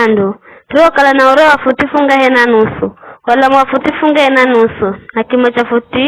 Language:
Giryama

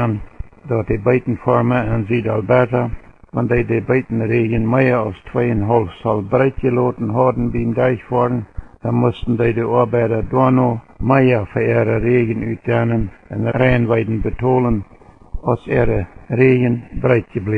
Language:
Plautdietsch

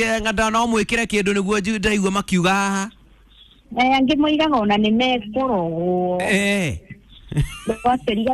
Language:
Kikuyu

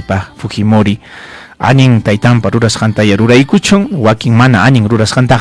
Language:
Ayacucho Quechua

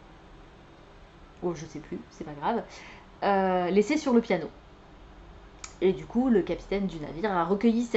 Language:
French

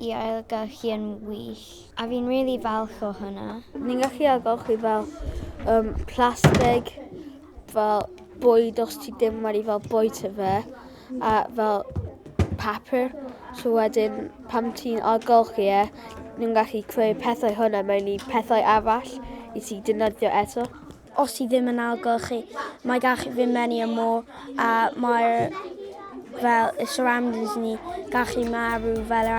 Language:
Welsh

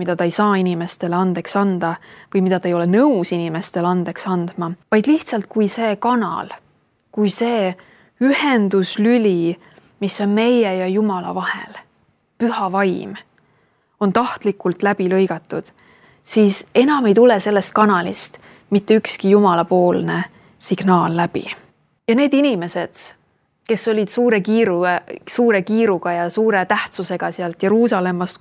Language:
Estonian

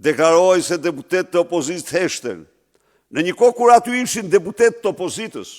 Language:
Albanian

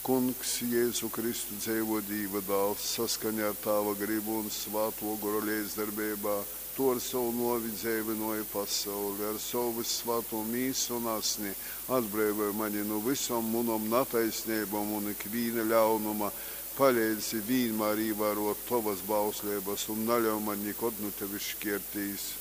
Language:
Latgalian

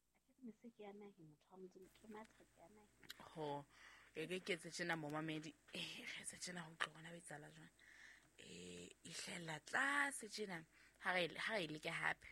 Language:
Southern Sotho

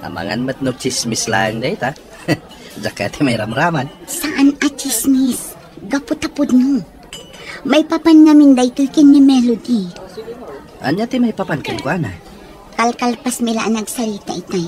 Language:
Iloko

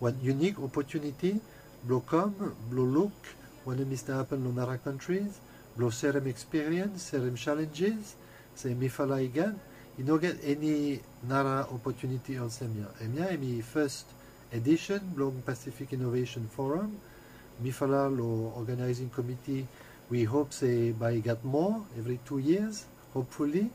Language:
Bislama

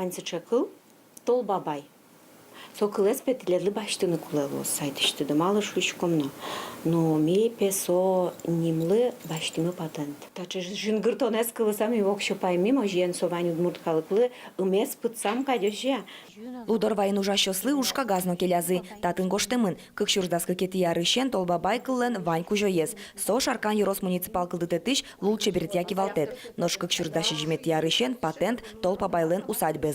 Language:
Udmurt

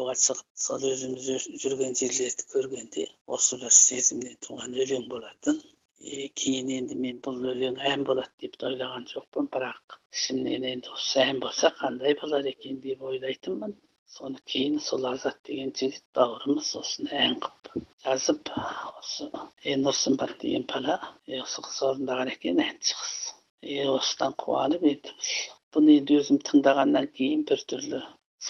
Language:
Kazakh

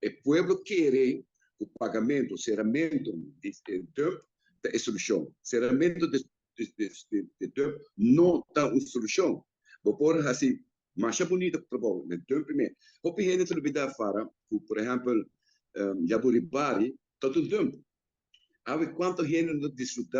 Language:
Papiamento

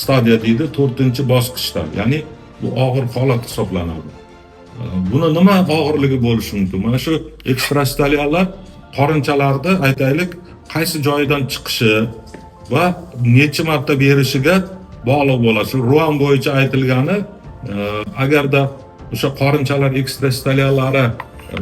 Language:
Uzbek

